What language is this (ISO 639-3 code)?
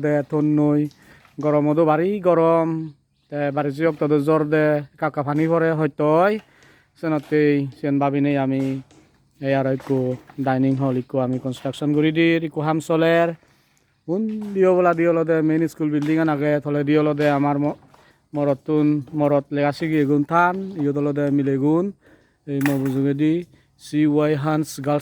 ccp